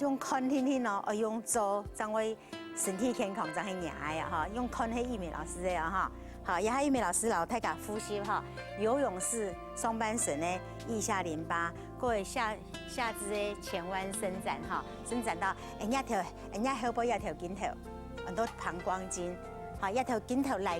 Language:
Hakka Chinese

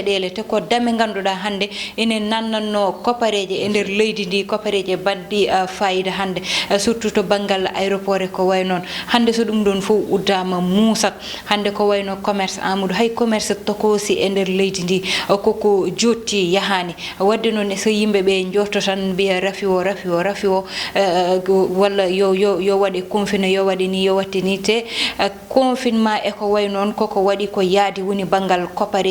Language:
Fula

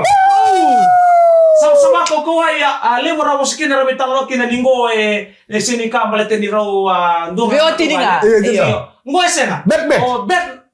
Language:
Fijian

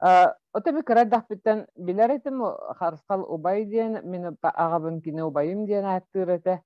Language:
Yakut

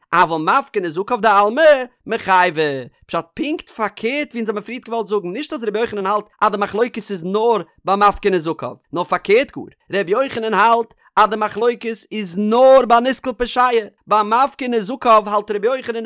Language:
Yiddish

